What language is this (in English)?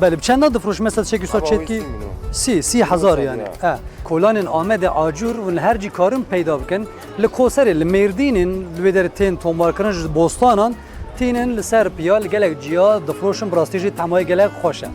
Kurdish